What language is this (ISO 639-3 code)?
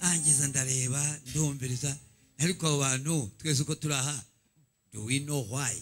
kin